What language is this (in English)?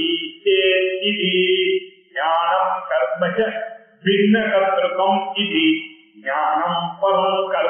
Tamil